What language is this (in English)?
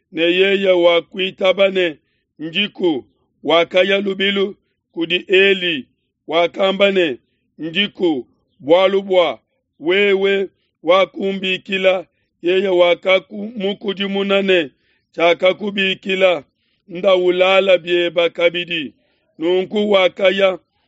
Luba-Lulua